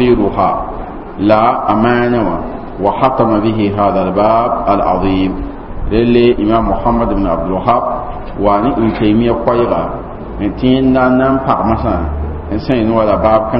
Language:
Mossi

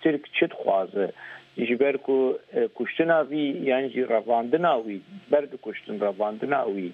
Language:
Kurdish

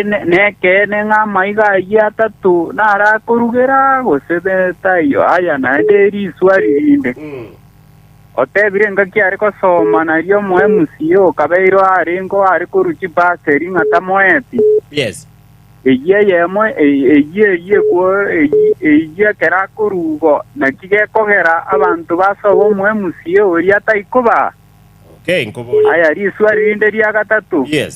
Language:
Gusii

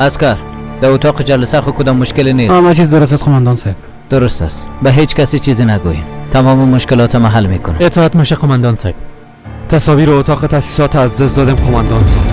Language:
Persian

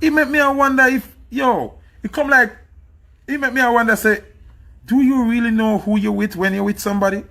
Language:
Jamaican Creole English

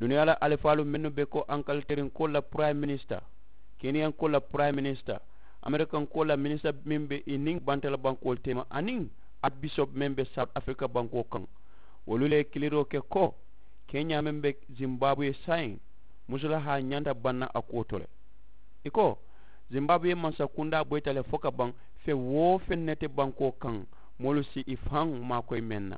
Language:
Mandingo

